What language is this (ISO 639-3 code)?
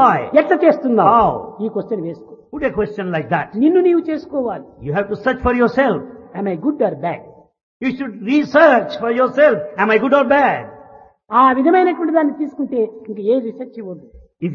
tel